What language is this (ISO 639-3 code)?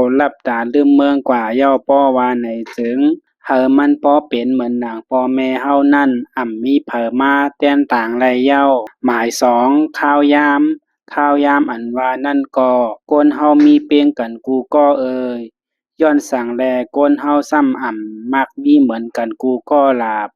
shn